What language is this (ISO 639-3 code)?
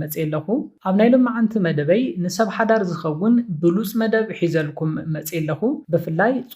tir